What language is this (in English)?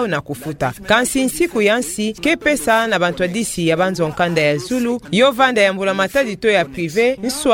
Kituba (Democratic Republic of Congo)